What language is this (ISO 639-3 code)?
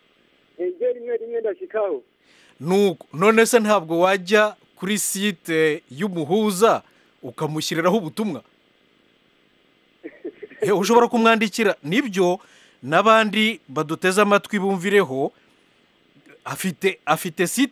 kin